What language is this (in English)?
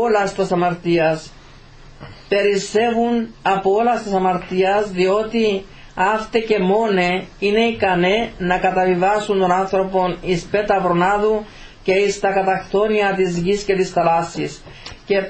Greek